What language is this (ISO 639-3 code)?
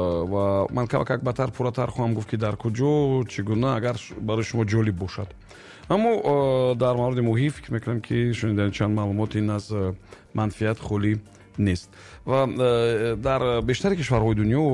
tgk